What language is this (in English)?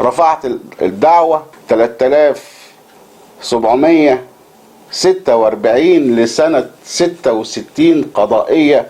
Egyptian Arabic